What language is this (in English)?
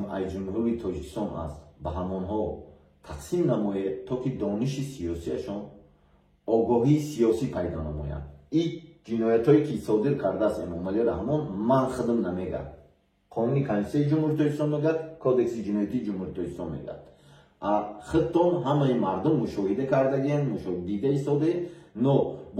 Tajik